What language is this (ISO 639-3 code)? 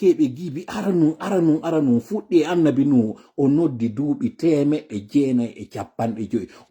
fuf